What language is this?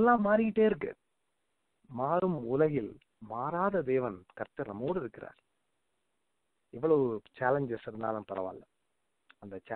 Tamil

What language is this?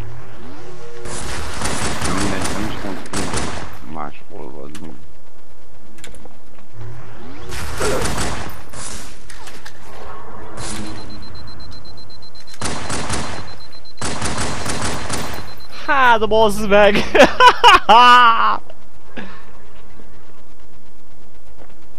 Hungarian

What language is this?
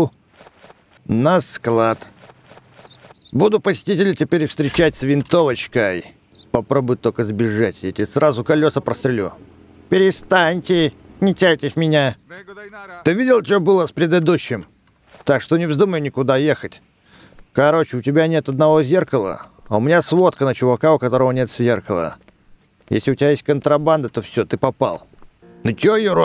Russian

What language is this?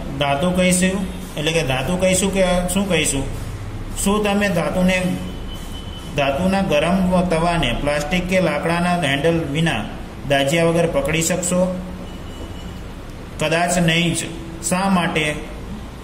Gujarati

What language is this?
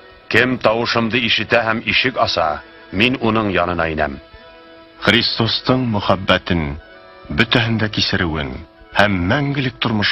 Bashkir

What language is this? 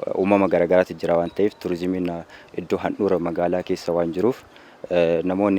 Oromo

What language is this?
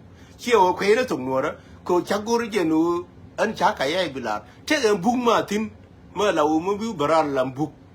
Nuer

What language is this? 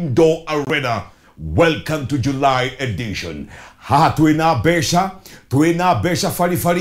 Kikuyu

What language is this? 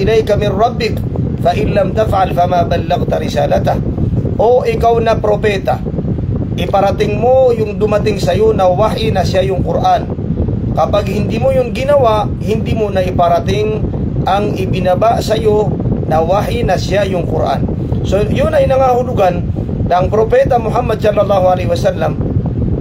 Maranao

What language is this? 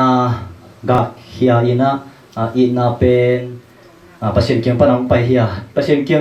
Tedim Chin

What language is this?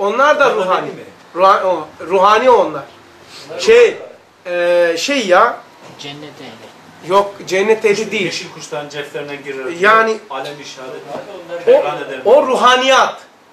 Turkish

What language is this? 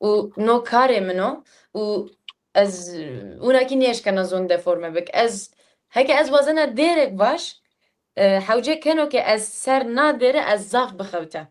Zaza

